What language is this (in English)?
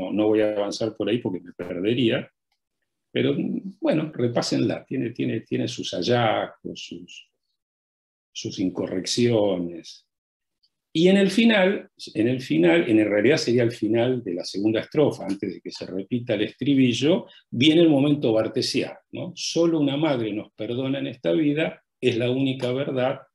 Spanish